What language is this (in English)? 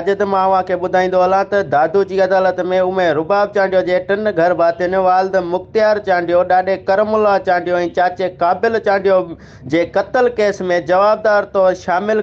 Sindhi